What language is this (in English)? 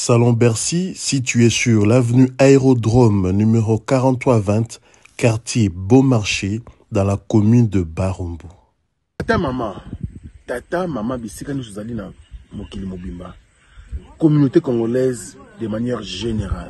Lingala